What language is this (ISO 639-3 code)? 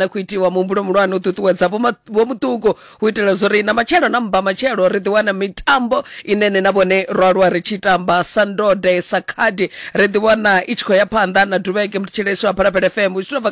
ven